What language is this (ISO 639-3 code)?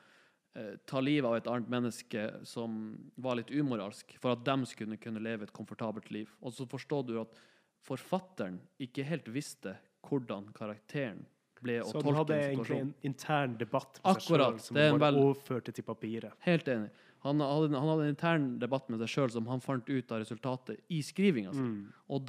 nor